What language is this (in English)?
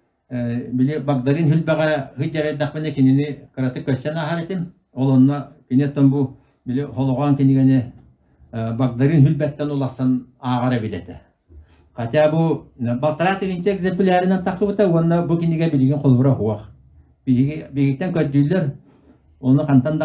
Yakut